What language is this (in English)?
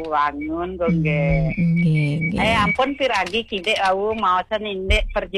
Balinese